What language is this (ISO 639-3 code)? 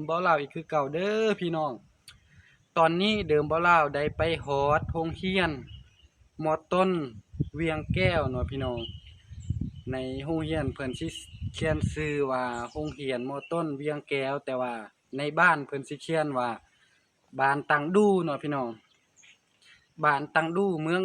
lao